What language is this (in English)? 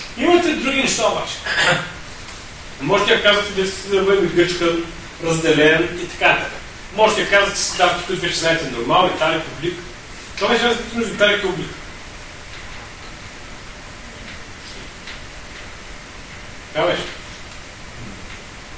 Bulgarian